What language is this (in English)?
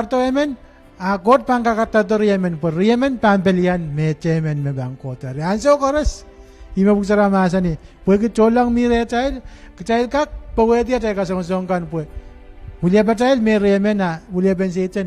Pohnpeian